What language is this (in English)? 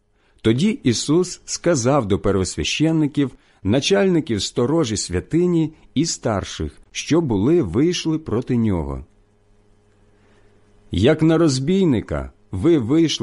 Ukrainian